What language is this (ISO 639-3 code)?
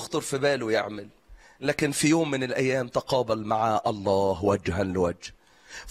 arz